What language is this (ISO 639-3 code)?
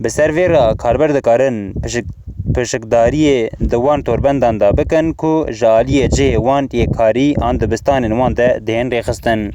kur